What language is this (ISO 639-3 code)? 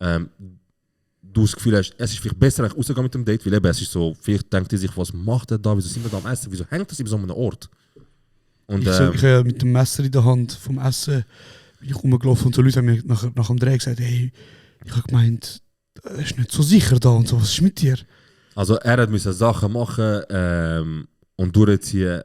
gsw